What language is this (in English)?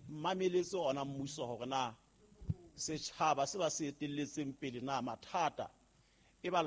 Southern Sotho